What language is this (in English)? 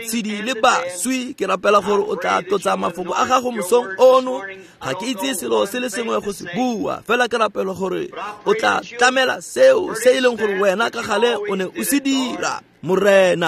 Tswana